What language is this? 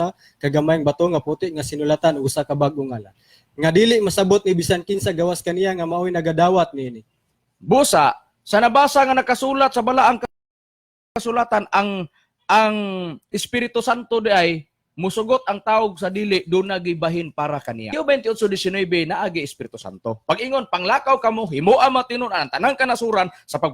Cebuano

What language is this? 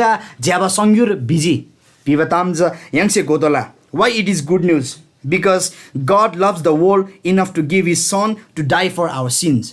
Eastern Tamang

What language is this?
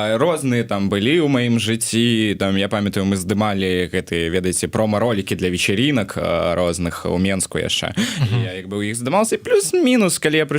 Belarusian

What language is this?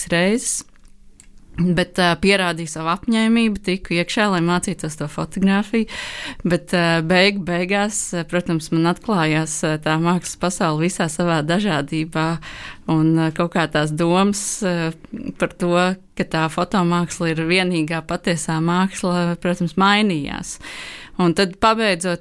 Latvian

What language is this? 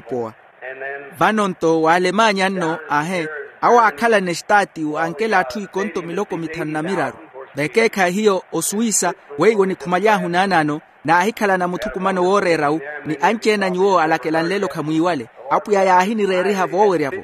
Makhuwa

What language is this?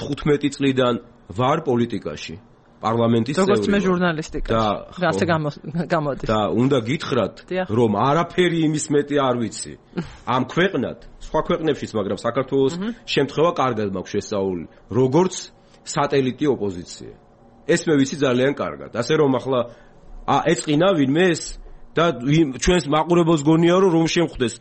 Georgian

